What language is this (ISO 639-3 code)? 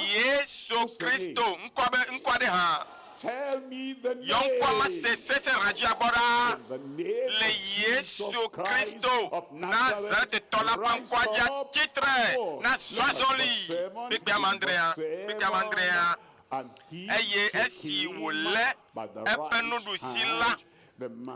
ewe